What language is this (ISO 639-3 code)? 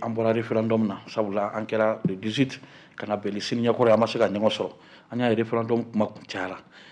bam